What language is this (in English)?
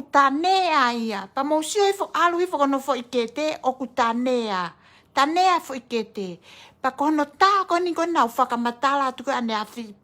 Tongan